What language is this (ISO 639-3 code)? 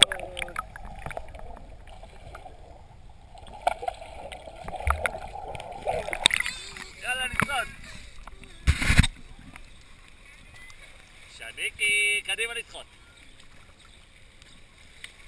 heb